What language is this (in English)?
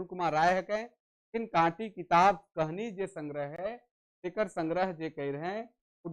Sadri